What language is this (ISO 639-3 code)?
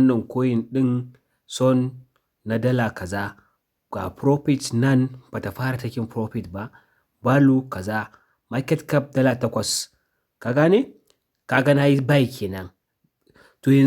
hau